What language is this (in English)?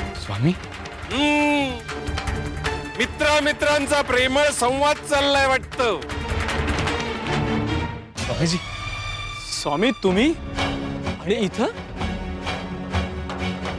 Marathi